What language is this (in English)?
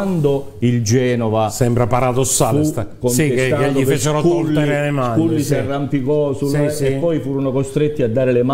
Italian